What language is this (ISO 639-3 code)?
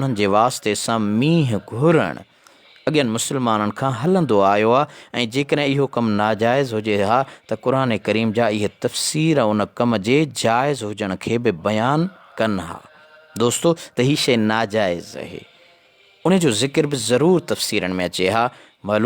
snd